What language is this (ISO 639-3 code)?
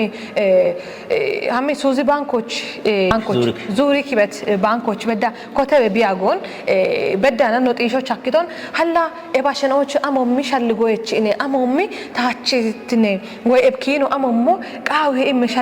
kbr